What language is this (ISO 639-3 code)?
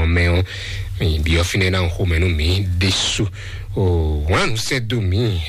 fon